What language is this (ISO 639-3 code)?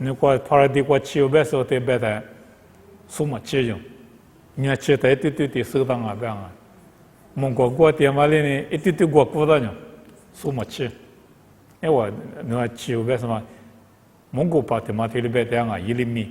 lis